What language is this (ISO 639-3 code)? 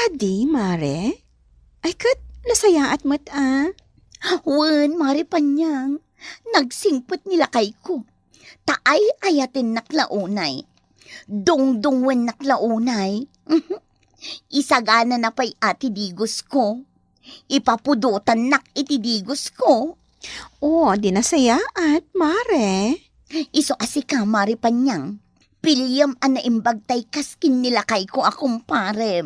ilo